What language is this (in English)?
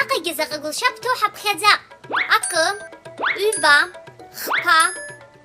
Abkhazian